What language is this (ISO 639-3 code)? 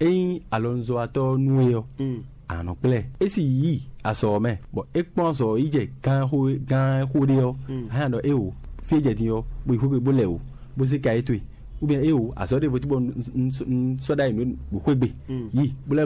fon